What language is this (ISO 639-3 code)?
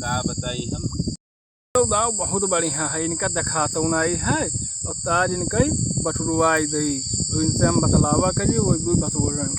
awa